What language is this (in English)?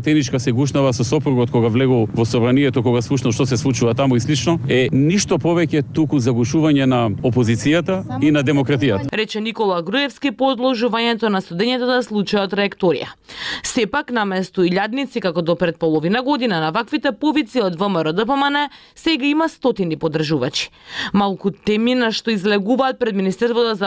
Macedonian